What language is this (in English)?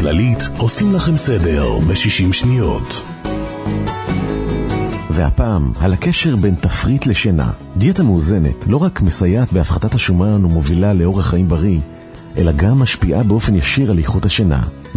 Hebrew